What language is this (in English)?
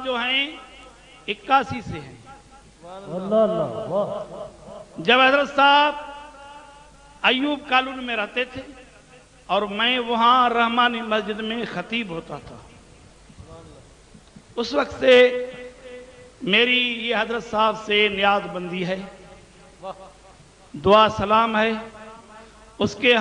Urdu